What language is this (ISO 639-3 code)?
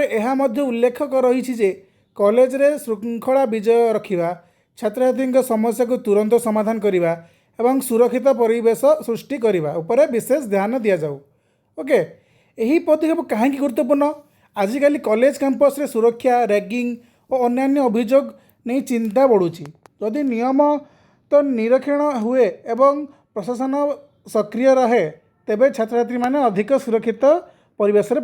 ori